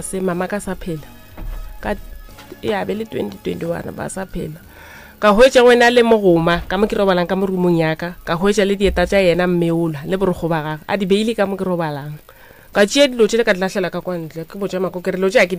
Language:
Northern Sotho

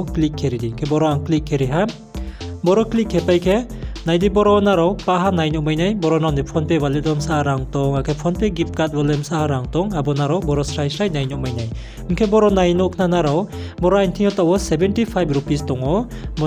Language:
Riang (India)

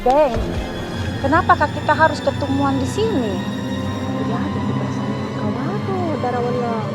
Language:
Makassar Malay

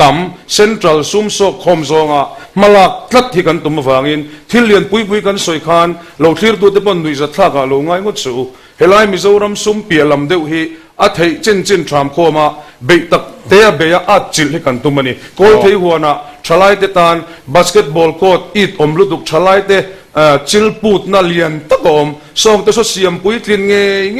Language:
Mizo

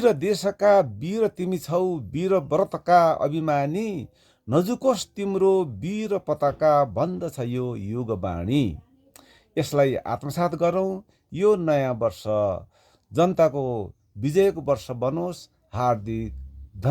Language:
Nepali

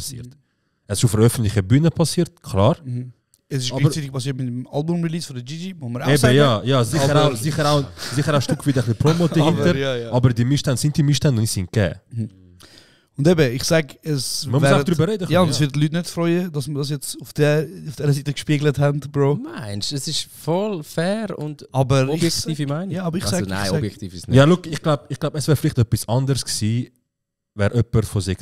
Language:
Swiss German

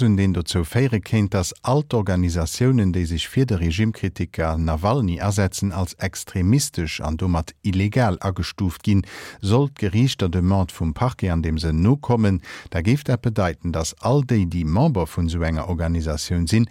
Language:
Luxembourgish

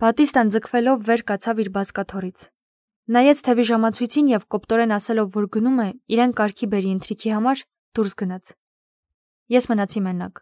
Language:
Armenian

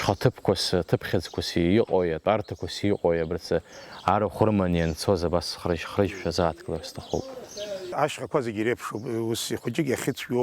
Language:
Abkhazian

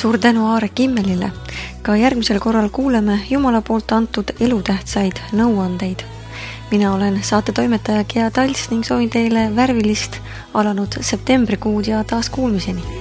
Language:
Estonian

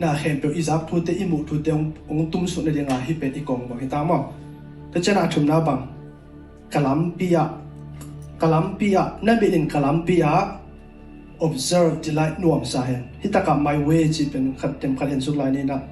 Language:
Tedim Chin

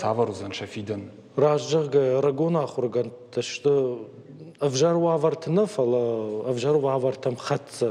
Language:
Ossetic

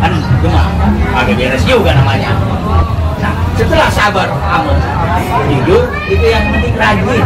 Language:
Betawi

